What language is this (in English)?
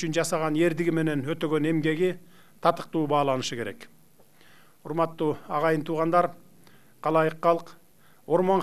Kyrgyz